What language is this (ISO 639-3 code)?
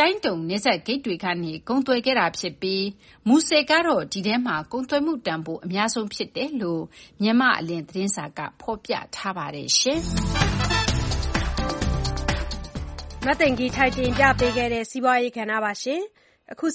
mya